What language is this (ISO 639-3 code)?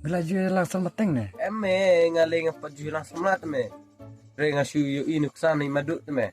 kha